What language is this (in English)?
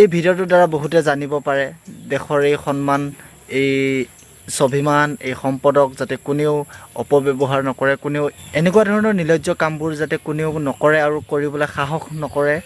Assamese